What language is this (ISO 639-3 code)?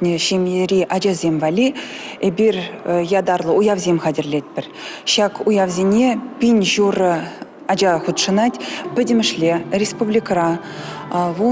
chv